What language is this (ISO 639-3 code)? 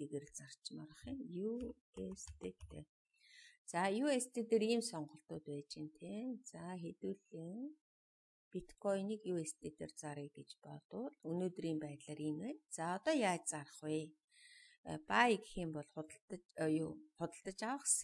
mon